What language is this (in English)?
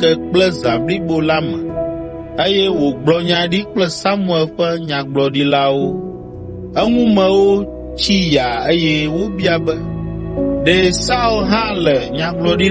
Ewe